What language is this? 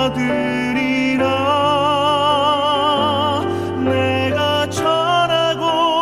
Korean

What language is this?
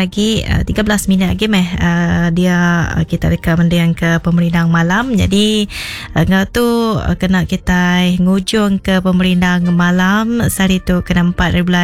Iban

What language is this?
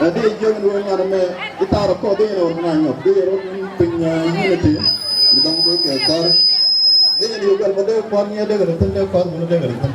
Nuer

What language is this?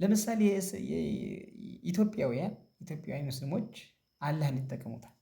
Amharic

